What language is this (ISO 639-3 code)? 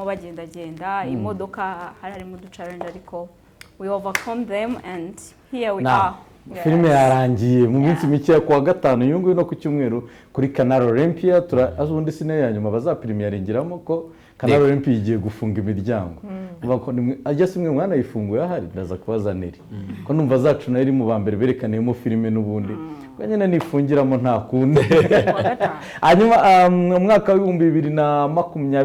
kin